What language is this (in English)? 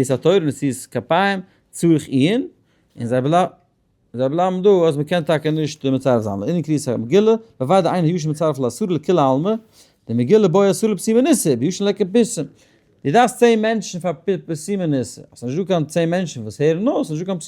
Yiddish